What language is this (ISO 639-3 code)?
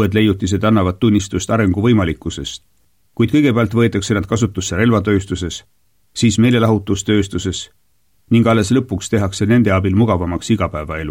est